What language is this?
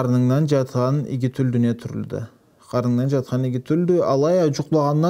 Karachay-Balkar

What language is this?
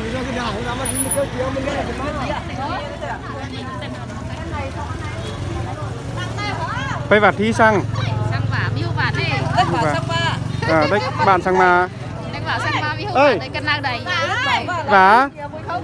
Vietnamese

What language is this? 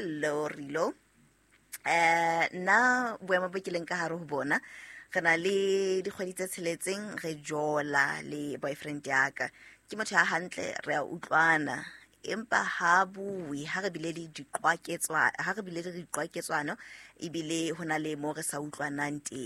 Southern Sotho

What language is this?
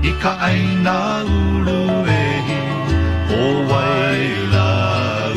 Hawaiian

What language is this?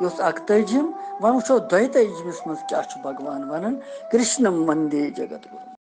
Kashmiri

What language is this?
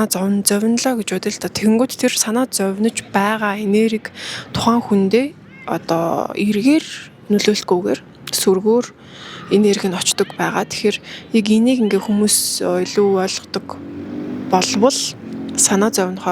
Mongolian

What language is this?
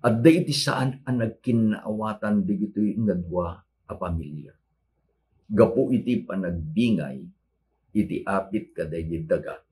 Iloko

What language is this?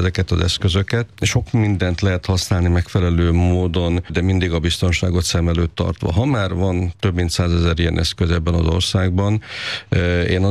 Hungarian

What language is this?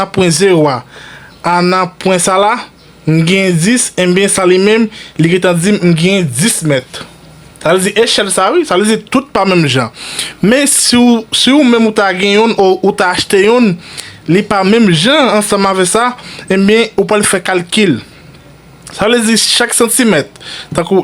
Haitian Creole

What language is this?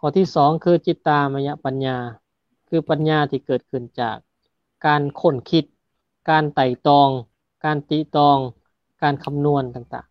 Lao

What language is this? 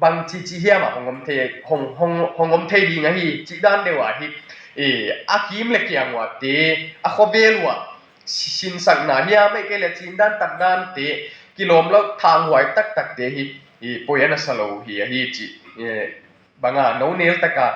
Tedim Chin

